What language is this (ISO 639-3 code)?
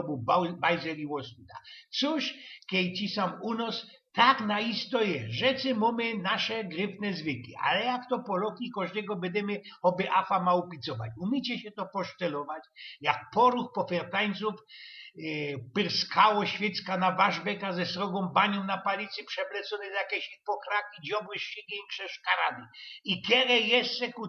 szl